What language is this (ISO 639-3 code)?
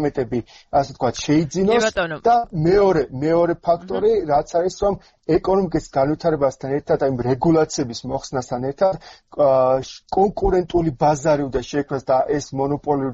kat